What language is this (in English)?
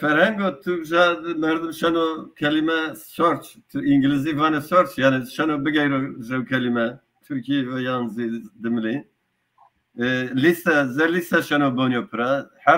Zaza